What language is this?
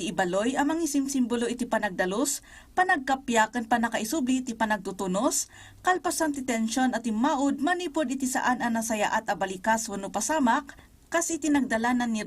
Iloko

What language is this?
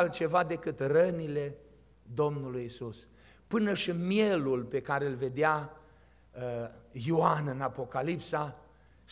Romanian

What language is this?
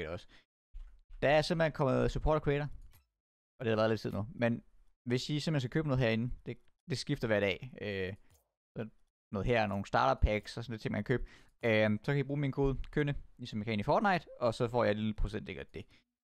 Danish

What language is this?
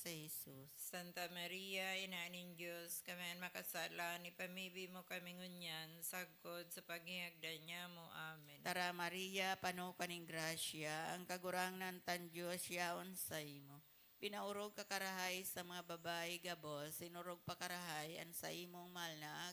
Bikol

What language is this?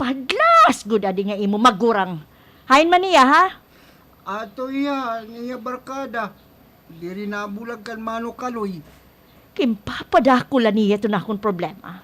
Waray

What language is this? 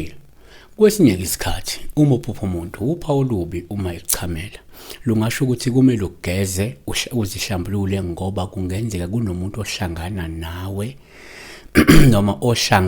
Zulu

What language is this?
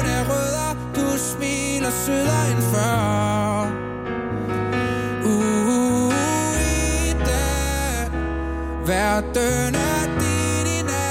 Danish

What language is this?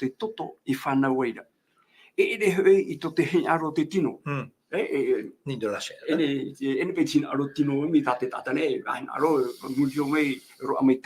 Tahitian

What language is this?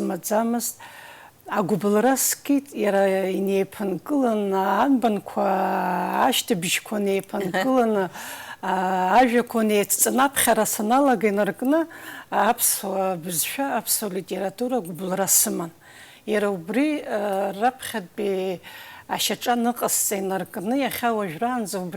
Abkhazian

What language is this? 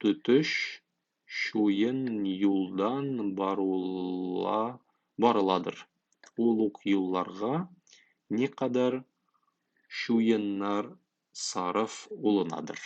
Tatar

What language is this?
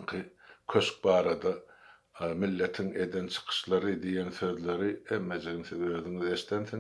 Turkmen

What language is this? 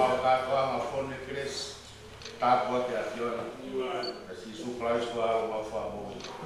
Tongan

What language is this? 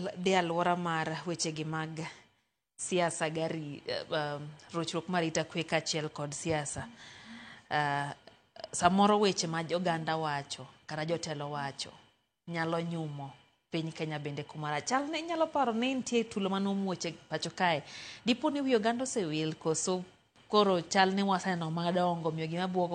Luo (Kenya and Tanzania)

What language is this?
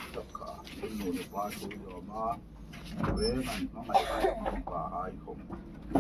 Hmar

